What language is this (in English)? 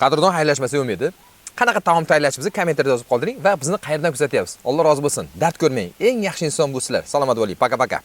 Uzbek